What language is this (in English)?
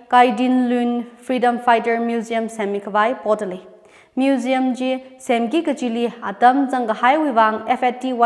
Tangkhul Naga (India)